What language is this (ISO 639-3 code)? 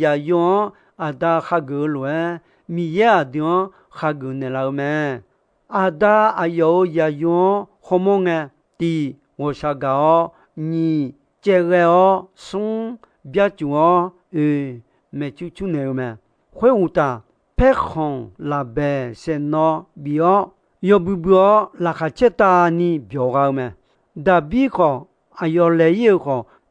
ahk